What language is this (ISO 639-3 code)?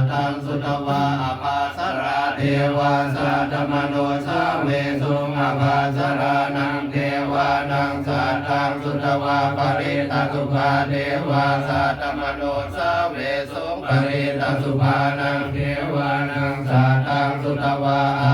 pli